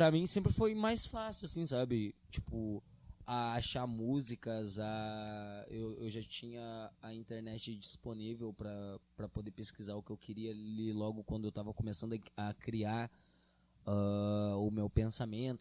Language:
Portuguese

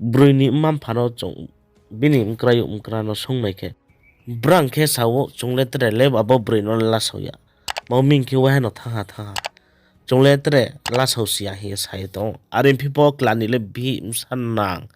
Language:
Riang (India)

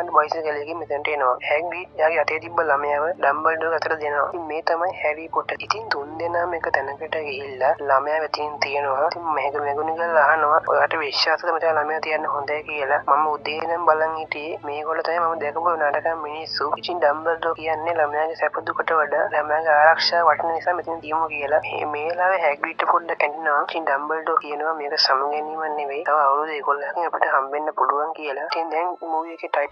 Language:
Sinhala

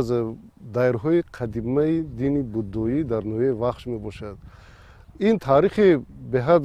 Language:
Tajik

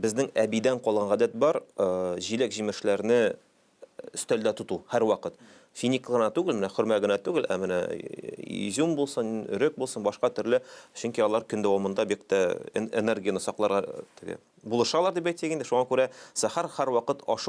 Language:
Tatar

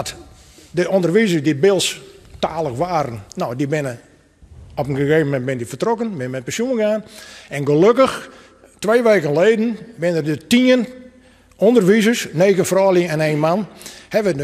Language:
Western Frisian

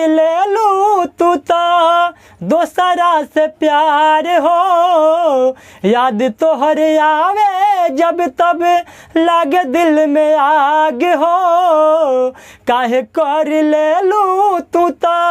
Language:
Bhojpuri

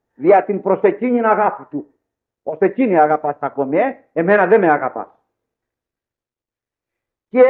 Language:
Greek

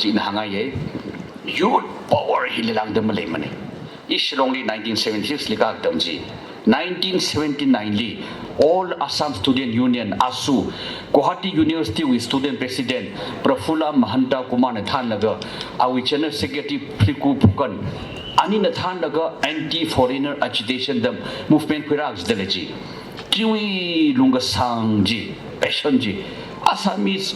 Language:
Tangkhul Naga (India)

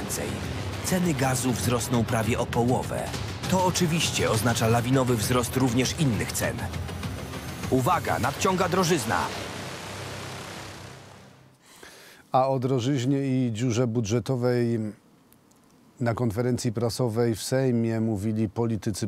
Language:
Polish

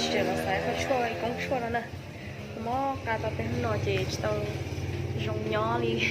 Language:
Hmong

